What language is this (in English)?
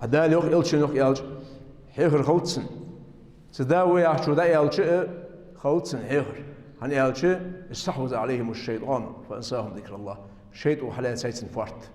Ingush